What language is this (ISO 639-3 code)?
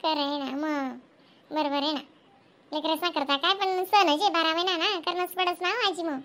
khn